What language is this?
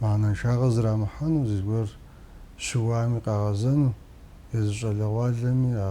Kabardian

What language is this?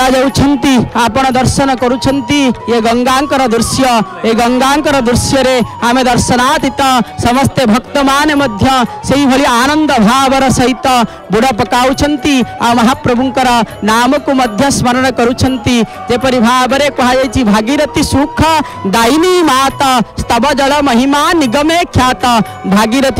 Odia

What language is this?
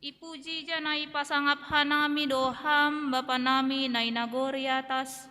Batak Simalungun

